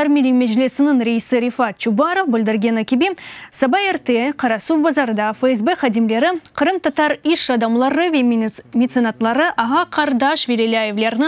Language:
Crimean Tatar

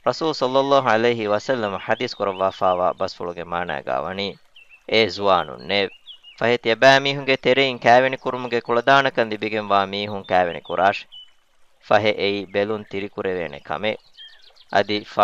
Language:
Divehi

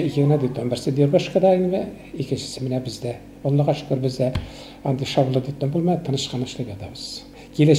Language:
Tatar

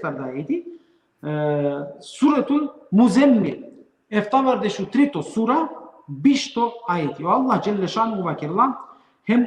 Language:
Balkan Romani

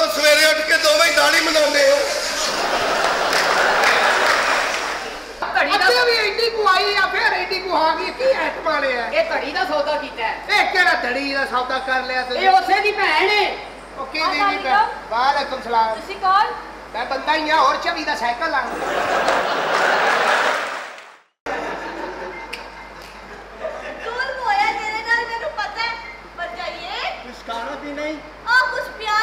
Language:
Punjabi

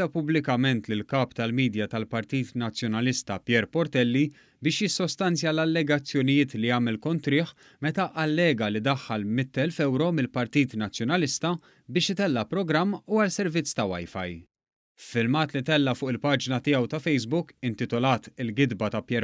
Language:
Maltese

